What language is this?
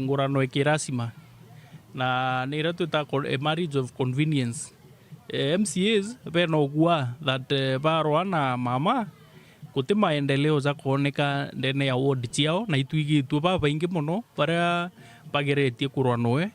Meru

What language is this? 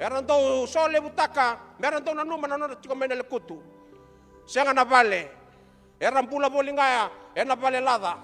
Fijian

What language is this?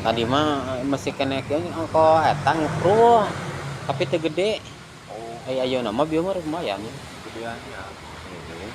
Sundanese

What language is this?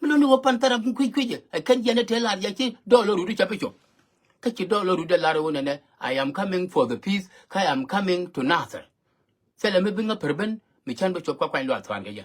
Nuer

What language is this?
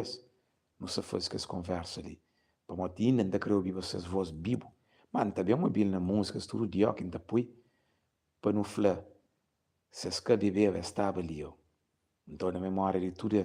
Kabuverdianu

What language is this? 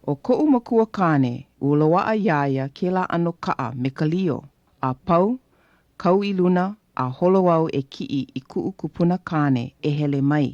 Hawaiian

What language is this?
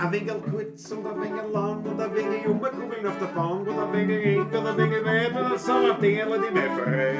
Bavarian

